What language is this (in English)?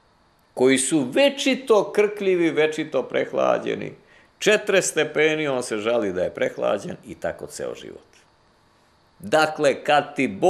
Serbian